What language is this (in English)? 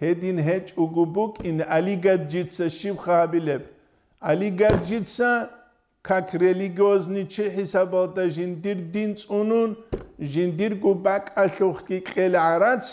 Avaric